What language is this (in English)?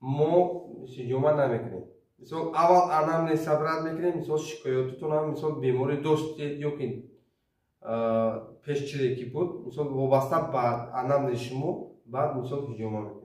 Tajik